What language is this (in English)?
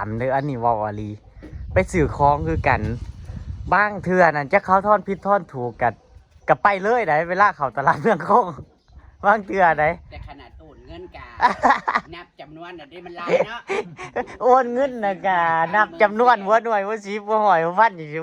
Northeastern Thai